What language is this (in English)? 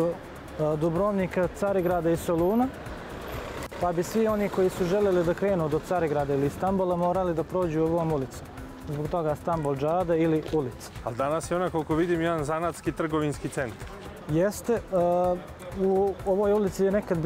Serbian